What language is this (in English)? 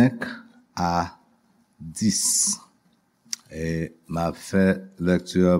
Haitian Creole